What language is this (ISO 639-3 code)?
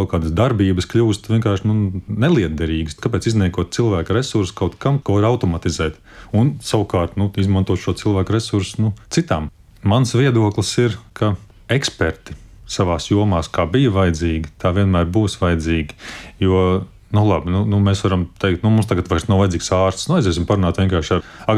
lav